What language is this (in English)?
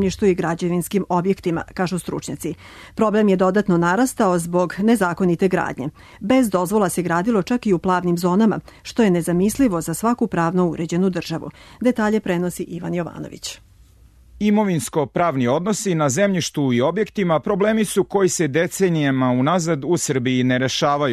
Serbian